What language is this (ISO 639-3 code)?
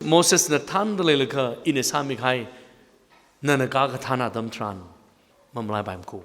nmf